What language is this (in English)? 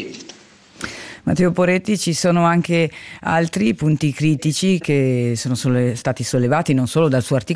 Italian